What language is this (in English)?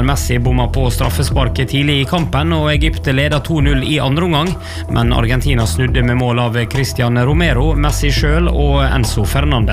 Norwegian